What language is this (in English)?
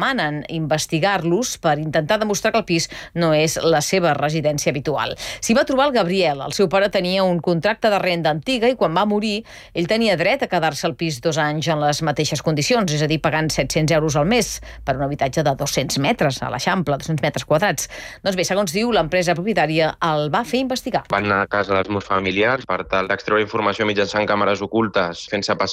Catalan